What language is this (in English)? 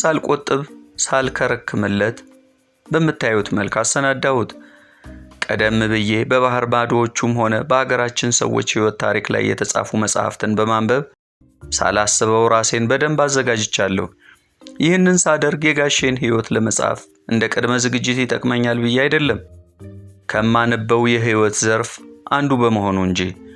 Amharic